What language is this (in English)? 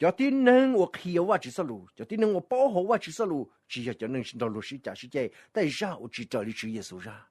Hmong